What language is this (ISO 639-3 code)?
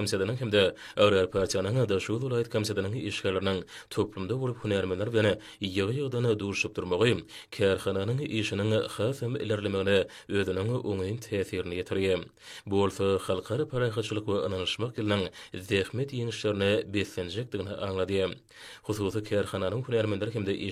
tuk